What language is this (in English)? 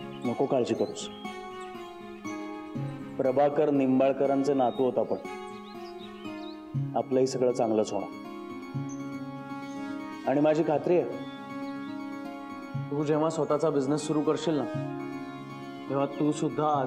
Marathi